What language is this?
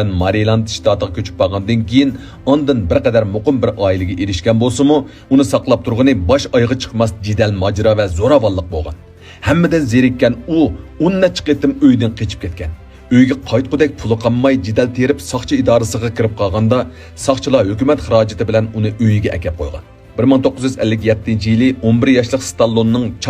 Uyghur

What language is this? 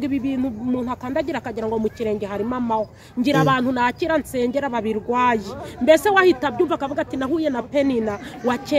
Kinyarwanda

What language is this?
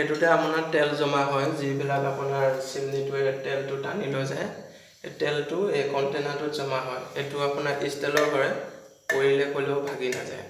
Assamese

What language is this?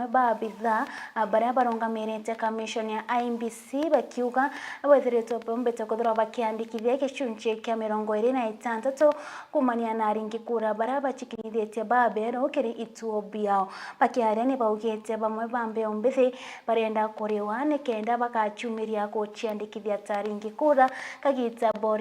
Meru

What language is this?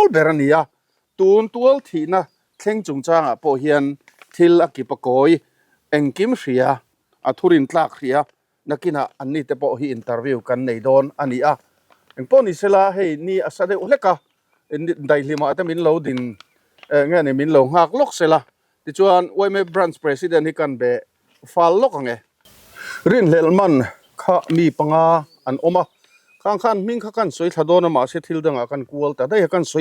Mizo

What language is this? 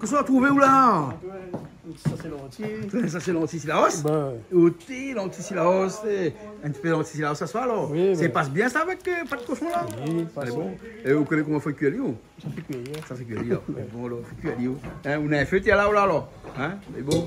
Réunion Creole French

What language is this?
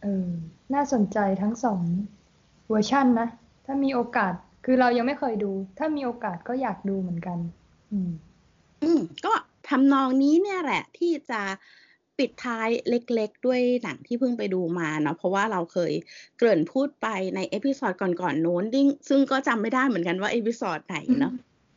Thai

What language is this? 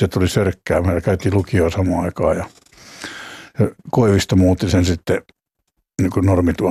Finnish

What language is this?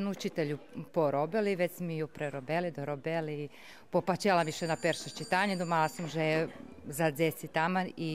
Rusyn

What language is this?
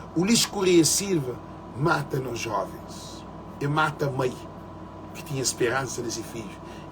Kabuverdianu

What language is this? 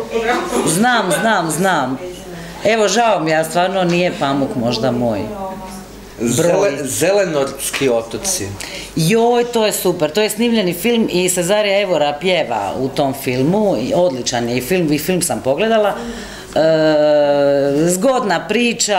Croatian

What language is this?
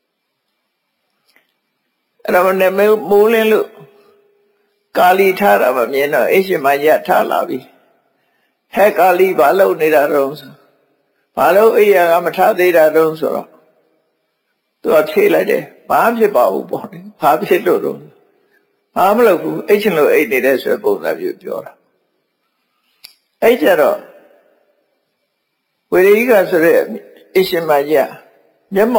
Burmese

